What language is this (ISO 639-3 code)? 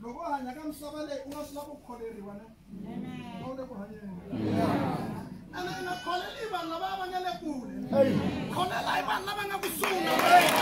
tso